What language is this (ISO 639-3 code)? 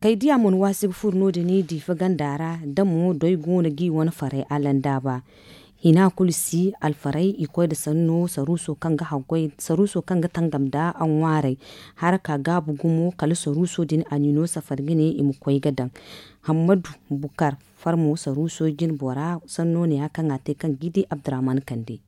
dje